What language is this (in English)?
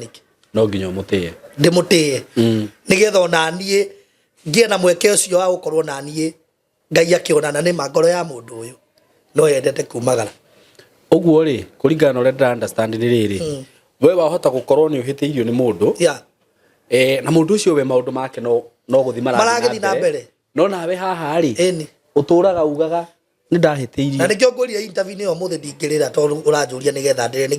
Kikuyu